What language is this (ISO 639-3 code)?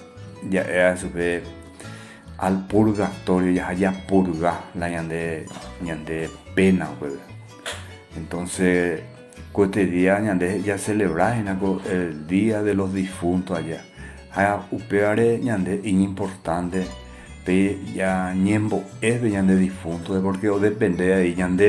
grn